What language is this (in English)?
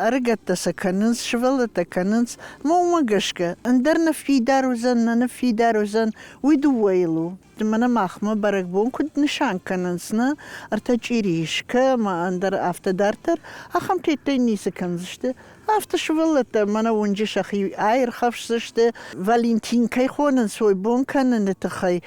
Ossetic